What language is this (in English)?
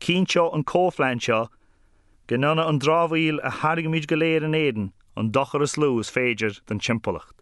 Irish